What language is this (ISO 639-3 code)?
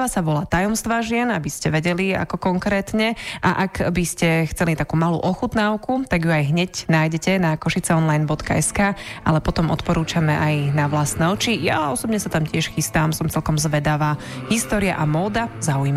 slk